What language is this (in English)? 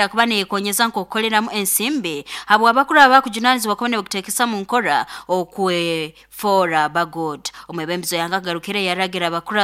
Nyoro